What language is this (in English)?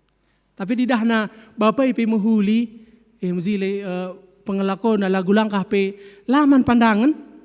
Batak Karo